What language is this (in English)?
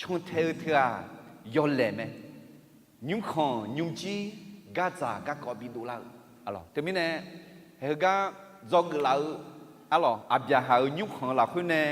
Akha